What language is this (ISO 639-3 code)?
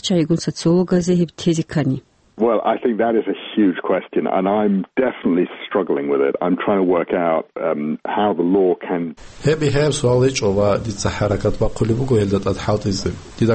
ava